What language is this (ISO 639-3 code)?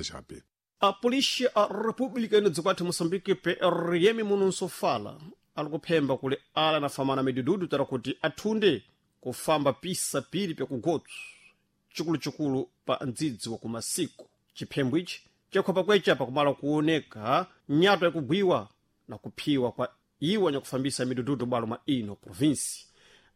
seh